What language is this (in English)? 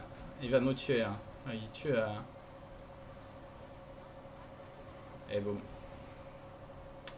French